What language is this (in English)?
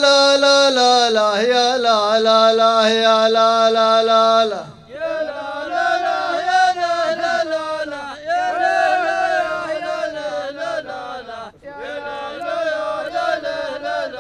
Arabic